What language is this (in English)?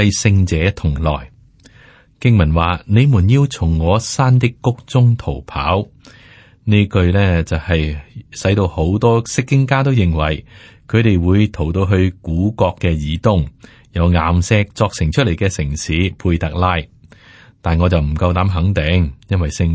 Cantonese